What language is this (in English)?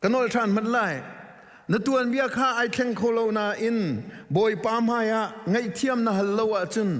Hakha Chin